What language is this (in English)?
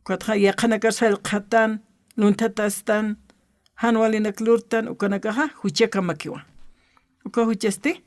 Aymara